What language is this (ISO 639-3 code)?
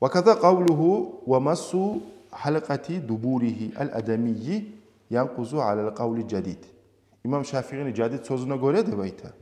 kum